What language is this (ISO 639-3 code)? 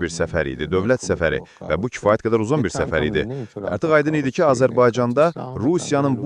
aze